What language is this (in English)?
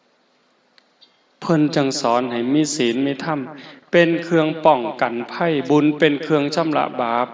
Northeastern Thai